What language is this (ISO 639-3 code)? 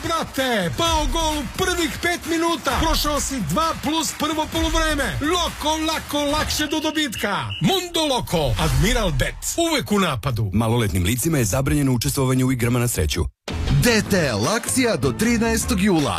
srp